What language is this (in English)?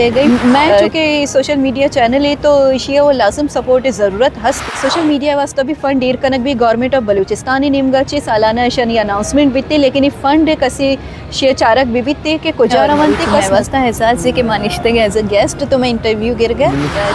Baluchi